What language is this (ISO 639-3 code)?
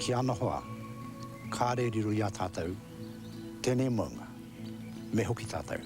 mri